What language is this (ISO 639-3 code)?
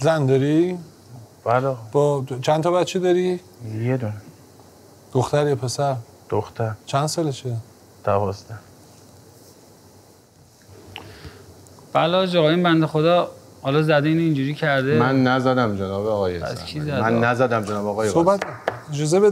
fas